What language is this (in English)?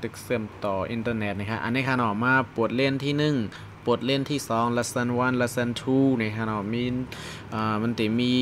Shan